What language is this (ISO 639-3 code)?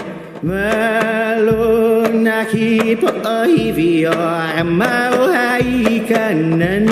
haw